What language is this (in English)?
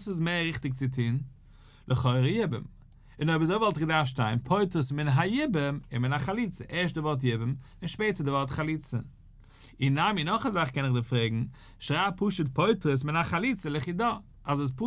Yiddish